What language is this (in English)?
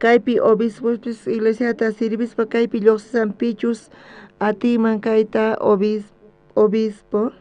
South Bolivian Quechua